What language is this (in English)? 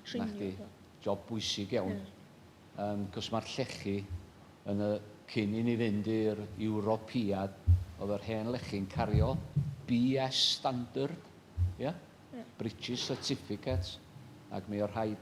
Welsh